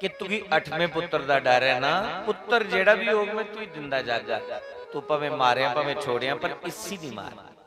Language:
Dogri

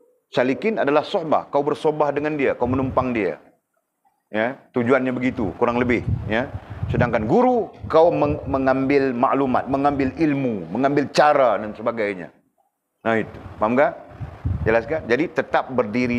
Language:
Malay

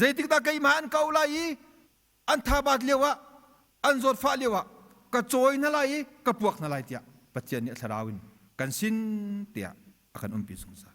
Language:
Hakha Chin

